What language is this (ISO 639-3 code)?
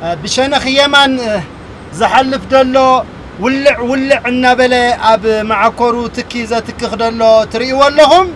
tir